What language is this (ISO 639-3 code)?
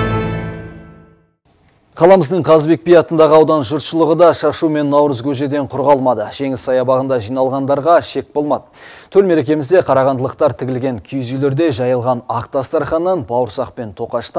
kaz